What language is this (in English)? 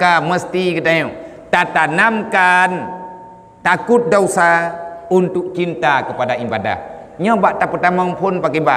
Achinese